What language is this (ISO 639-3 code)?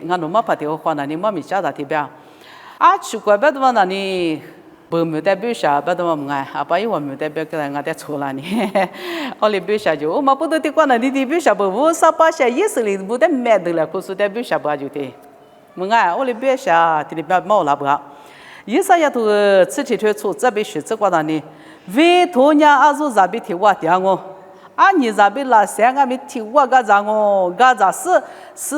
lis